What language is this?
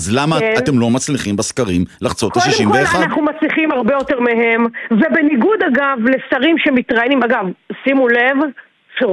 Hebrew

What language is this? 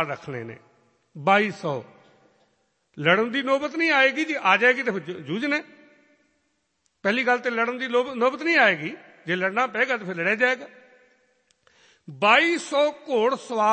Punjabi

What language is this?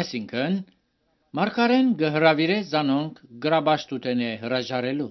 Armenian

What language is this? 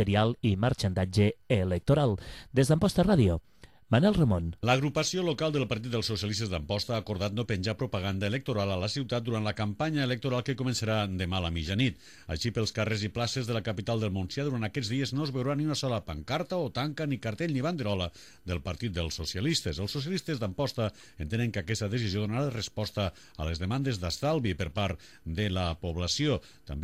Catalan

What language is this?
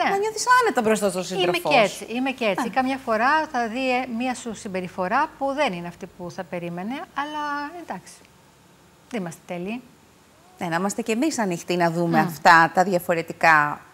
Greek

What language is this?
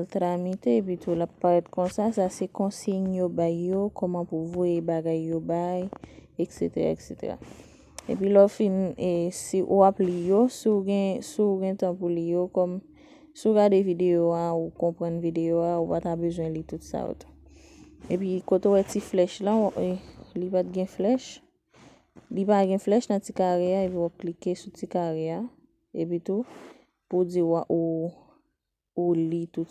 Haitian Creole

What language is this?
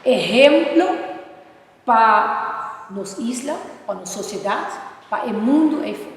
Papiamento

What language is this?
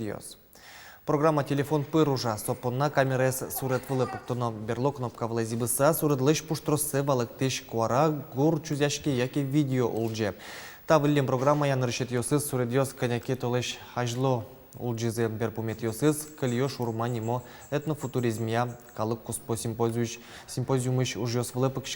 Udmurt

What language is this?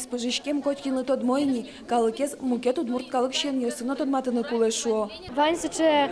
Udmurt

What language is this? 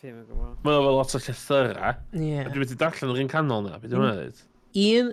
Welsh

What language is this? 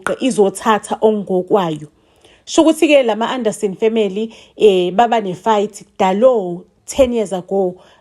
Zulu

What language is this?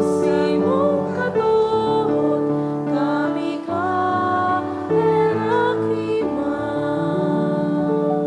Bikol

